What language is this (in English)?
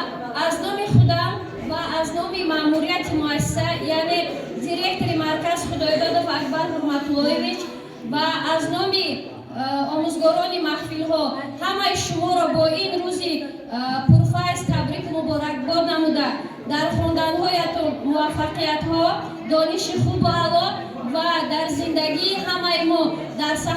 Tajik